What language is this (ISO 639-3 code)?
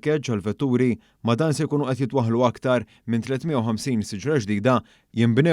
mlt